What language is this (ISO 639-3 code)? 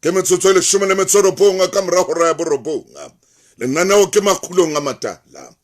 sot